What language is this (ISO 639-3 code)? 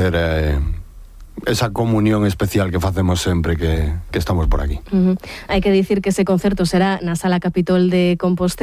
glg